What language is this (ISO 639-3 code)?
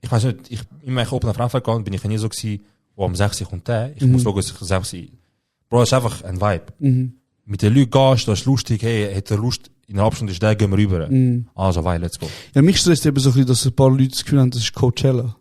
gsw